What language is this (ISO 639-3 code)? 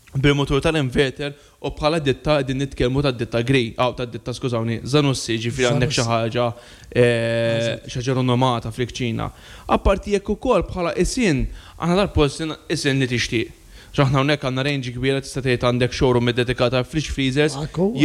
mlt